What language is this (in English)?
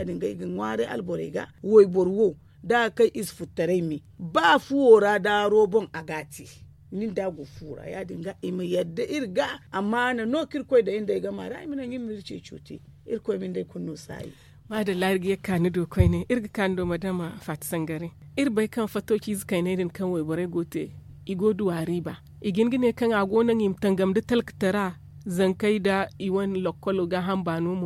Zarma